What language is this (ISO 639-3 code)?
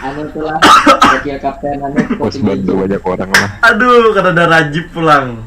bjn